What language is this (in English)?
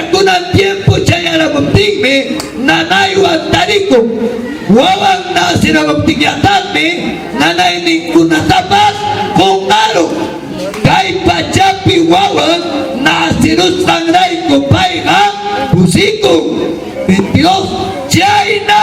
Ayacucho Quechua